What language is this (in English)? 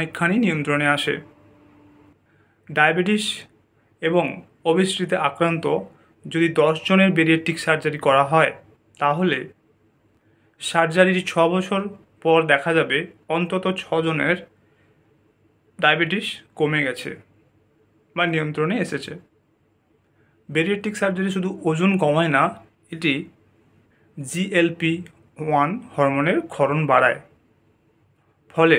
Bangla